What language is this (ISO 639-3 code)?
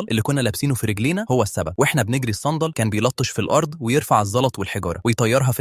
arz